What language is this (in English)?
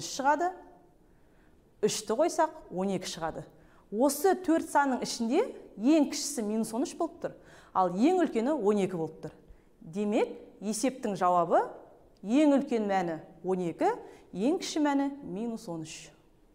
Kazakh